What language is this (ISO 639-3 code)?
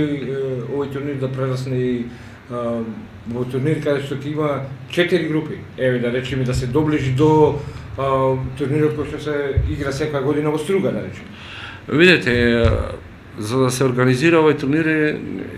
mkd